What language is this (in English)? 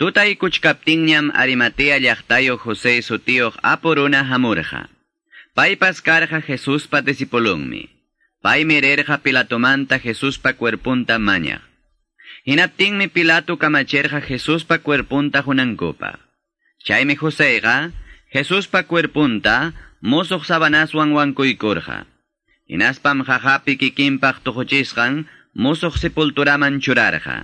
Quechua